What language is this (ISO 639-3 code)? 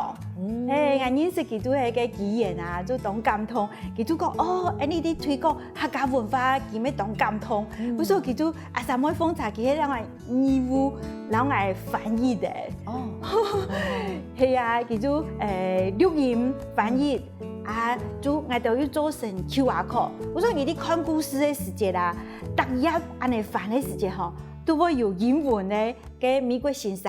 hak